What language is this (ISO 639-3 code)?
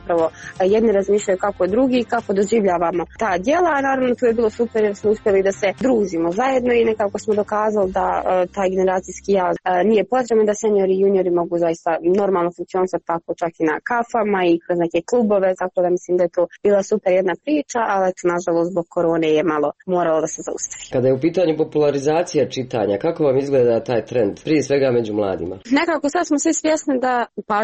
srp